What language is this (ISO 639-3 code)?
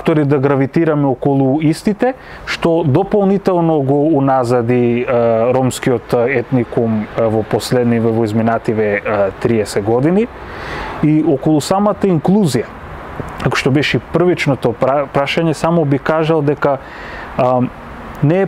mkd